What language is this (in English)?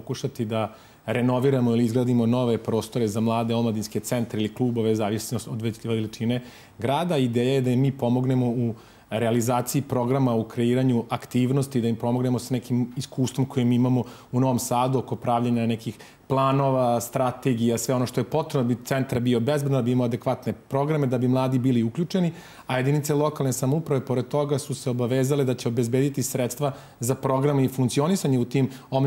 Serbian